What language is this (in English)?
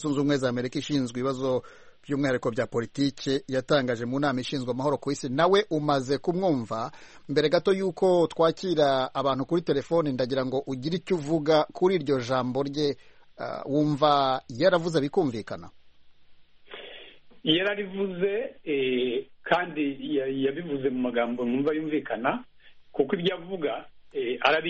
Kinyarwanda